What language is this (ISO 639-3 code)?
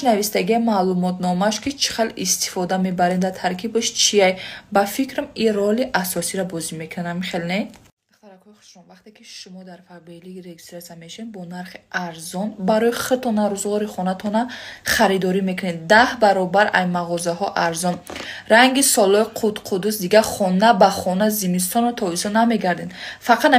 tgk